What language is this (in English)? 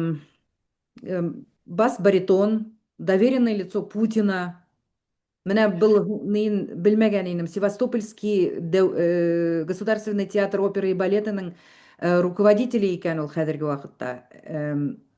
Bashkir